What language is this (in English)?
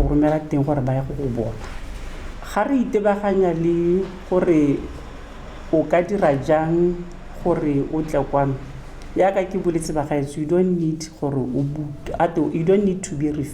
Tswana